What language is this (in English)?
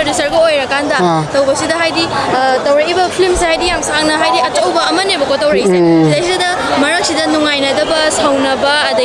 Manipuri